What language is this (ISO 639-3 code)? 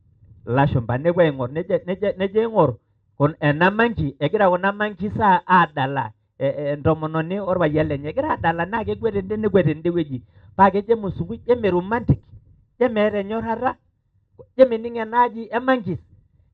mas